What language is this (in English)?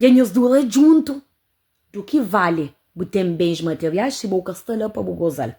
Kabuverdianu